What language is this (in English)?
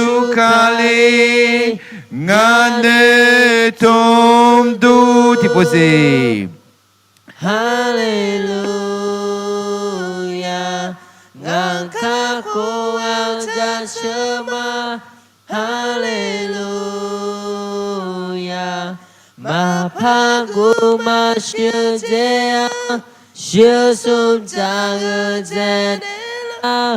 Akha